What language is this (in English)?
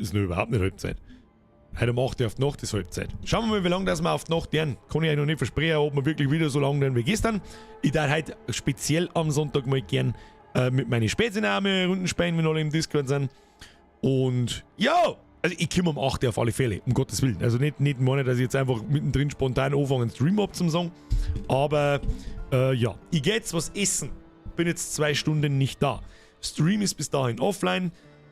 Bavarian